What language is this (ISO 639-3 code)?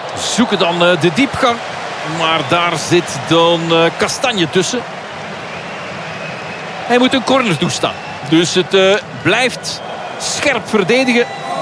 nld